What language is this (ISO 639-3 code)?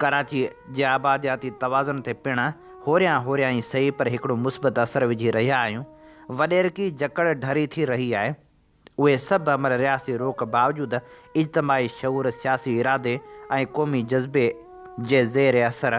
snd